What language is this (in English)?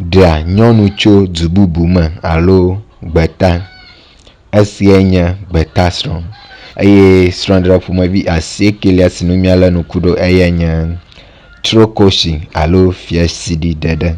Ewe